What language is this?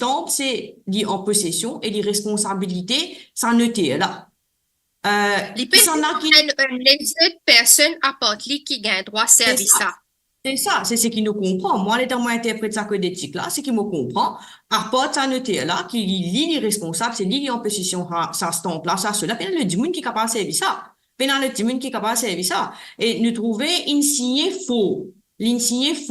Morisyen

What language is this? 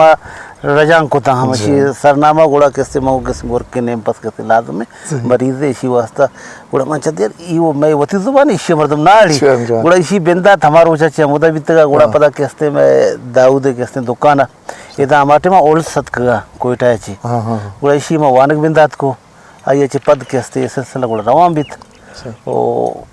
Eastern Balochi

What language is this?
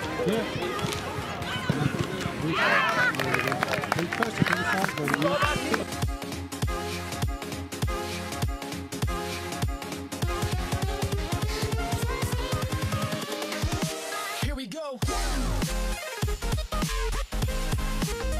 Danish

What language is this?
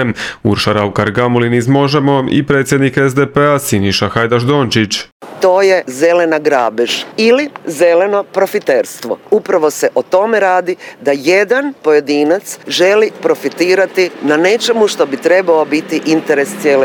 Croatian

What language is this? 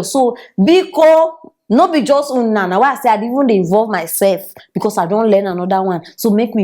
Nigerian Pidgin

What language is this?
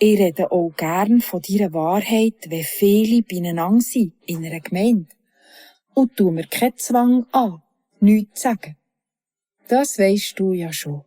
Swiss German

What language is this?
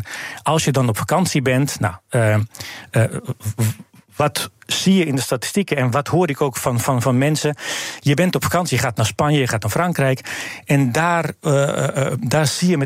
Dutch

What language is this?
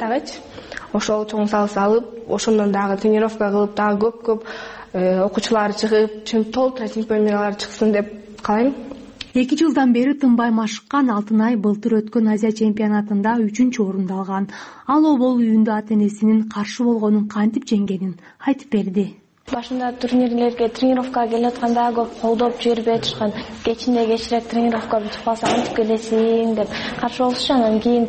Kyrgyz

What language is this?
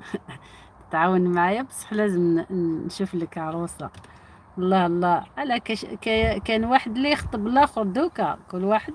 Algerian Arabic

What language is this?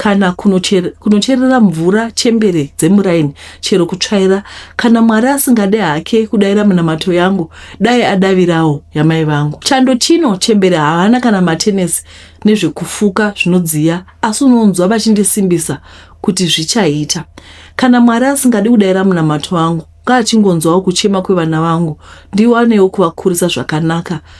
Shona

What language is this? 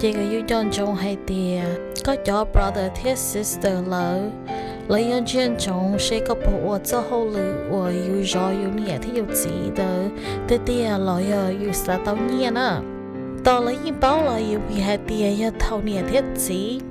Hmong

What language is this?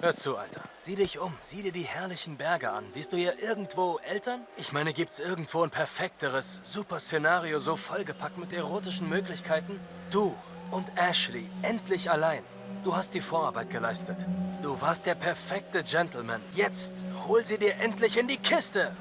Swiss German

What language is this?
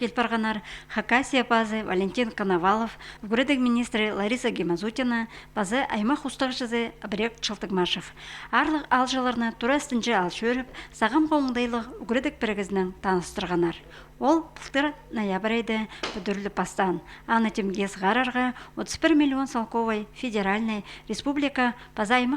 Khakas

